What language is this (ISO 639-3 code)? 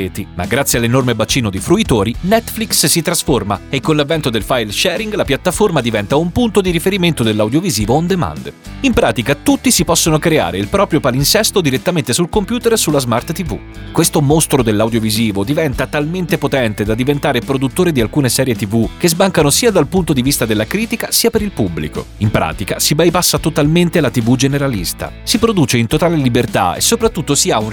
ita